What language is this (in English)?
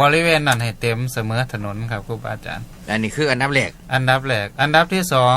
Northeastern Thai